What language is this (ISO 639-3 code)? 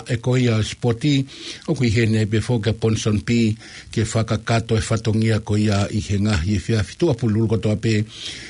ton